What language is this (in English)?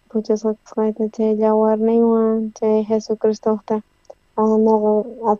South Bolivian Quechua